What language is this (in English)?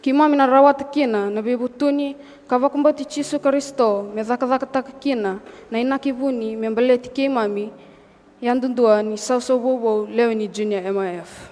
Fijian